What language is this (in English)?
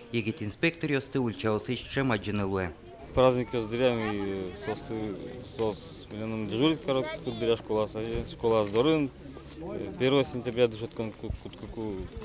Udmurt